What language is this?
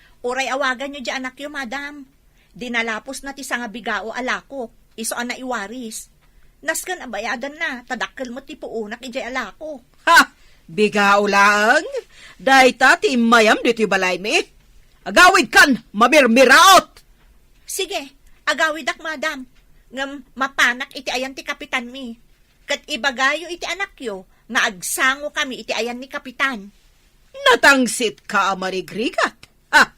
Iloko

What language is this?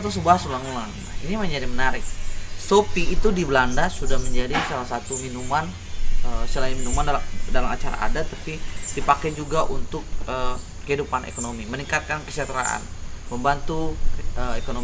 Ambonese Malay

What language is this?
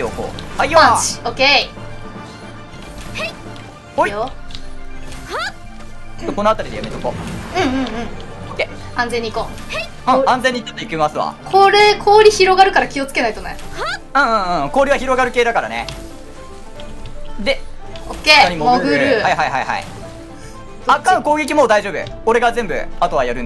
Japanese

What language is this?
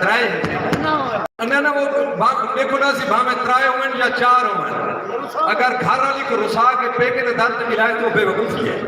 Saraiki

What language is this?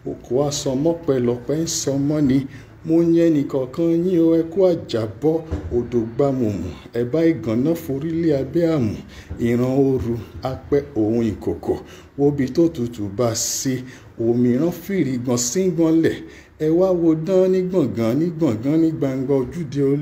Yoruba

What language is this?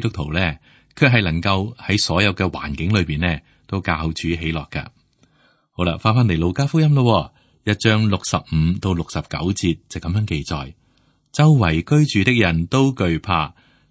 Cantonese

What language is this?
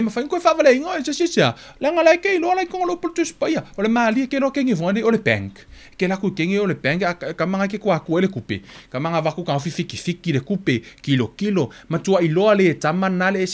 Samoan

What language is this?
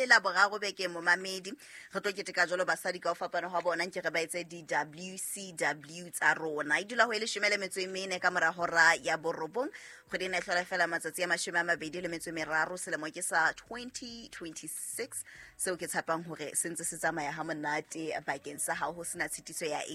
Southern Sotho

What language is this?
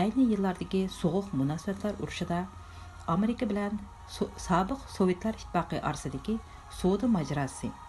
Uyghur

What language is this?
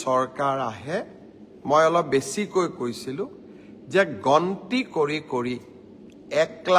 Assamese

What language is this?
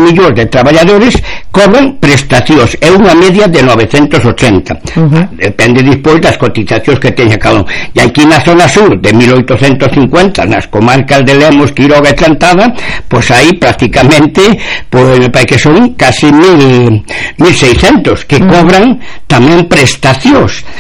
Galician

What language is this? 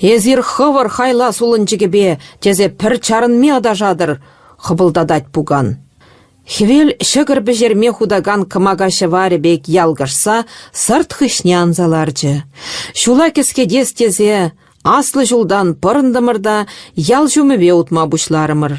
Chuvash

